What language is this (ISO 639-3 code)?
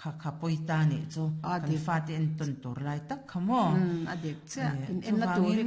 lus